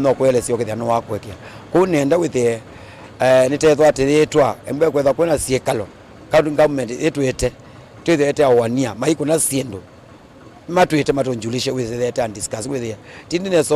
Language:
Kamba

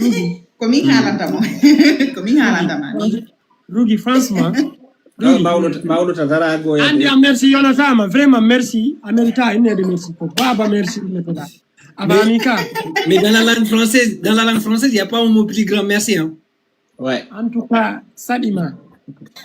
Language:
Fula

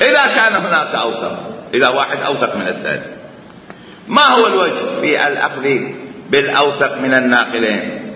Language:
Mesopotamian Arabic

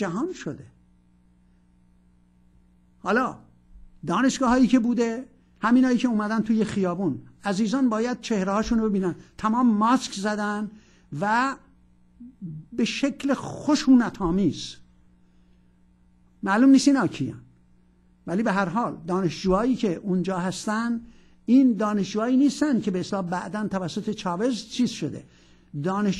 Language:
Persian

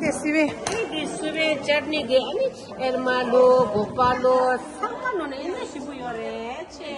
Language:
Tibetan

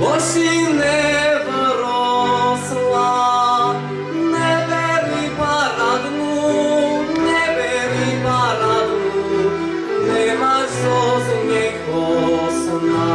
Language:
Rusyn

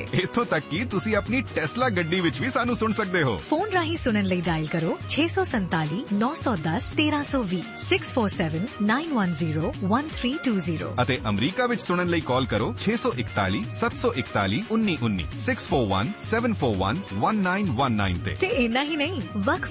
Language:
Punjabi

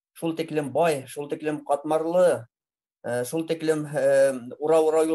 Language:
Bashkir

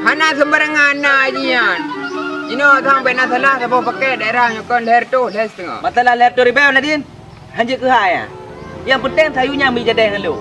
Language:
Achinese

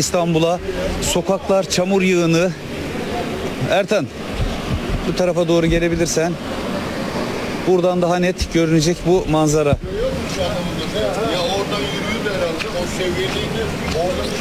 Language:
Turkish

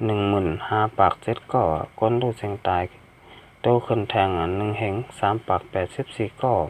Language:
Shan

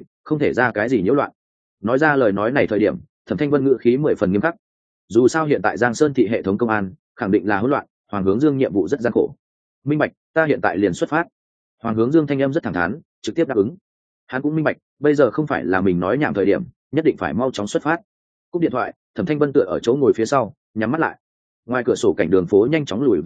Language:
Vietnamese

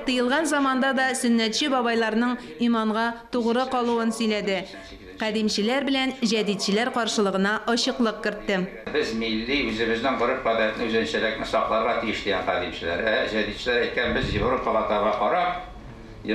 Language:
Tatar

